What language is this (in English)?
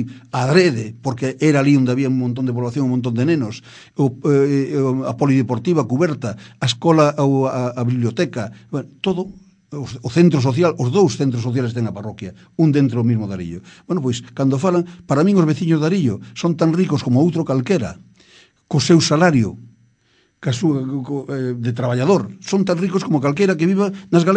Galician